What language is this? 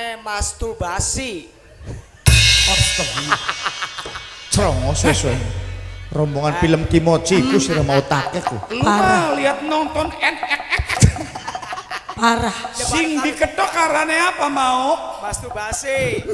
Javanese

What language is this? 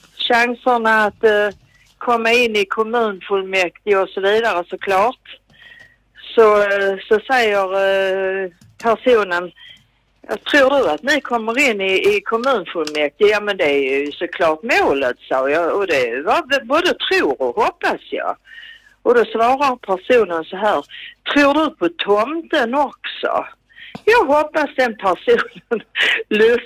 Swedish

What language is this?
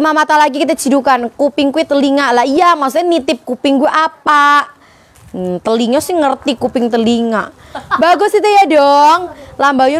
Indonesian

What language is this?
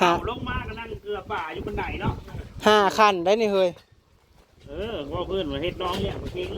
Northeastern Thai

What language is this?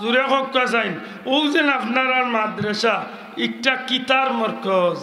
Sylheti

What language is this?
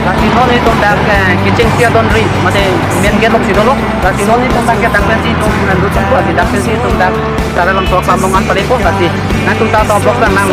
Karbi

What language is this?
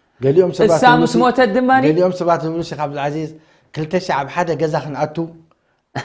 Tigrinya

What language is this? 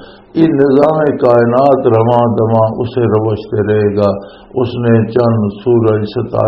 Western Panjabi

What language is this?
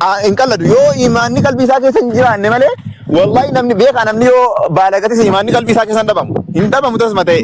Oromo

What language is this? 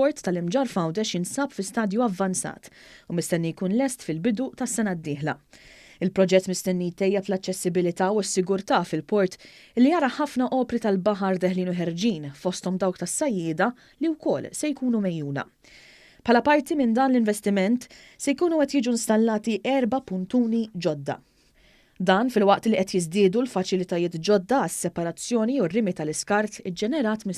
Maltese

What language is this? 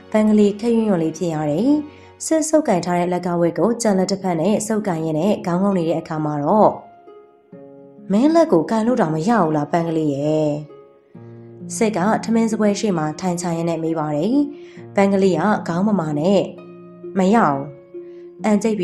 Burmese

